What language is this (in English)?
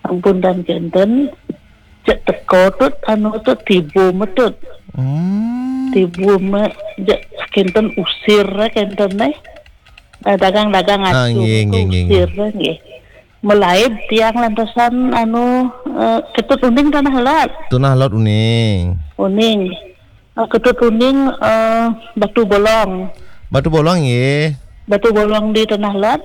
Balinese